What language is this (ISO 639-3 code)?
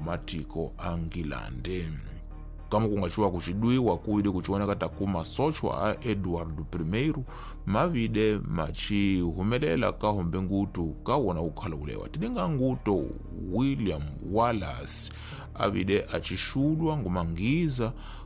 tso